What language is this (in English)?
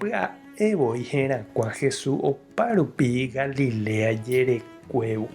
Guarani